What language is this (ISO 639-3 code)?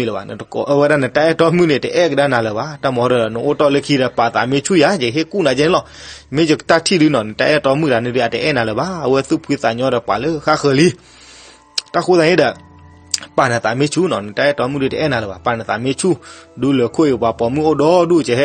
ksw